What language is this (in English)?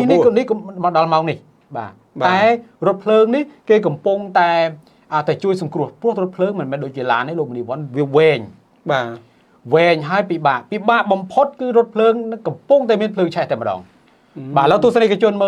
Khmer